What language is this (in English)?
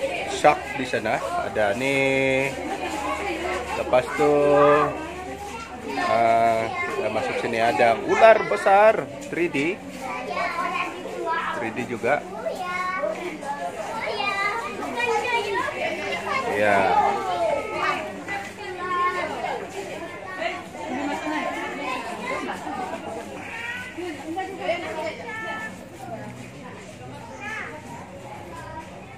Malay